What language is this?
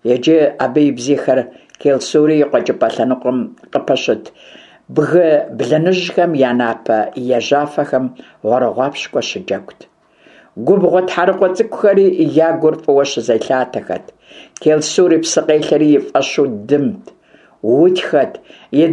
Kabardian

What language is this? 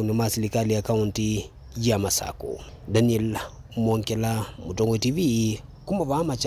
Kamba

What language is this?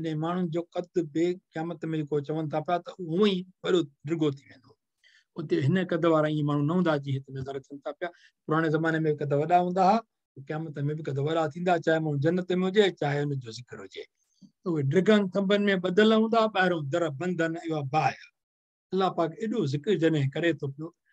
Sindhi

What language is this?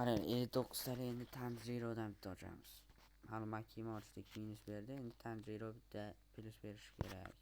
Uzbek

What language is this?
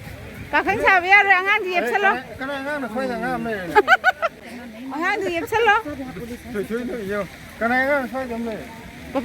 Manipuri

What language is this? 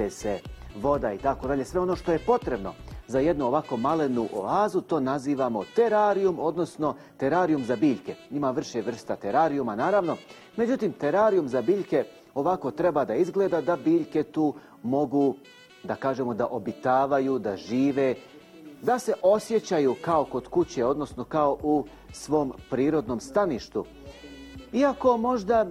Bosnian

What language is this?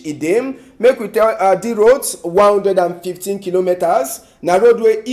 Cameroon Pidgin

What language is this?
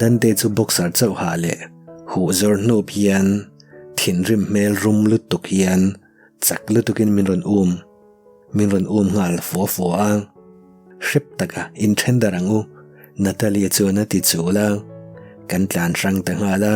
Mizo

